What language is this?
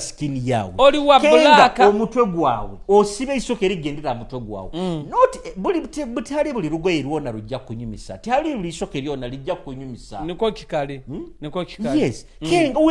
Nyoro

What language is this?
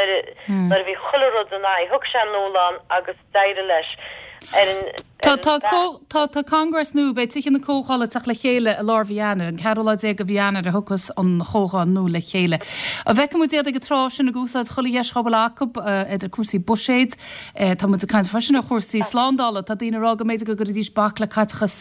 Irish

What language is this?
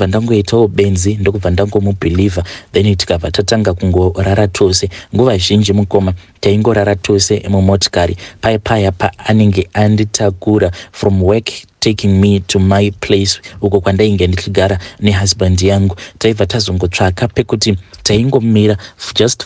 Shona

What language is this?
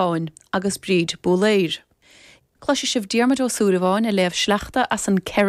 Irish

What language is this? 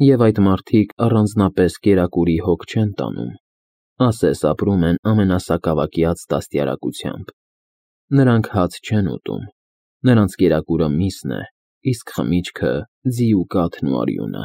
Armenian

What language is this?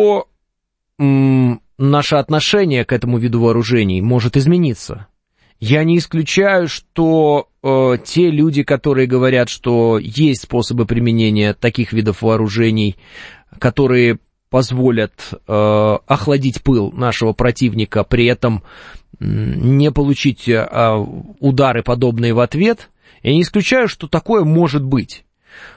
Russian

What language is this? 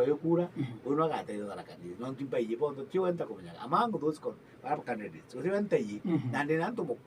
Meru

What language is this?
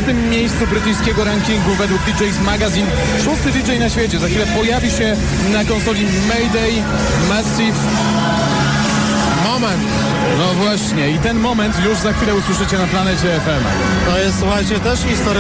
Polish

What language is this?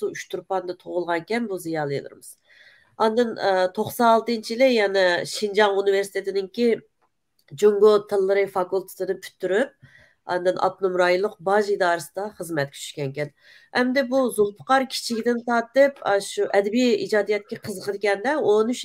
Uyghur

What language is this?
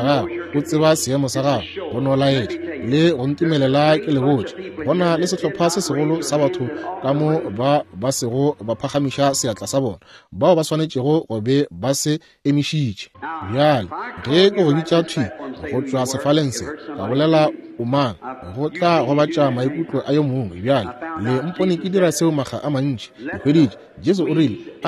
Northern Sotho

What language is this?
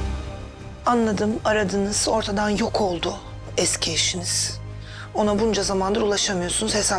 Turkish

